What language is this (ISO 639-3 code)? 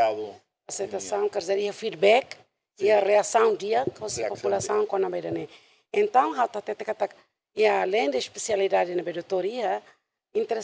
tet